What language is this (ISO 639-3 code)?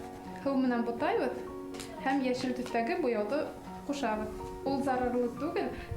bak